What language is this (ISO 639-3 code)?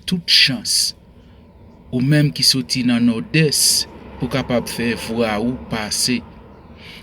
hat